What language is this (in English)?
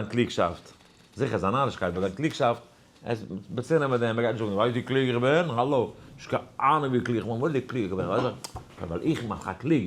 Yiddish